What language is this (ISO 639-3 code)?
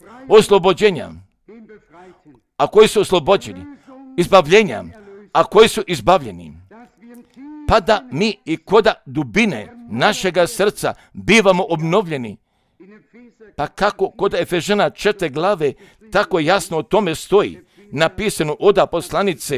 hrv